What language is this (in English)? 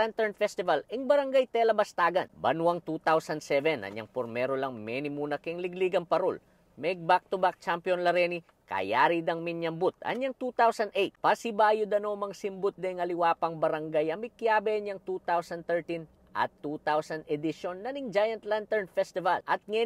Pampanga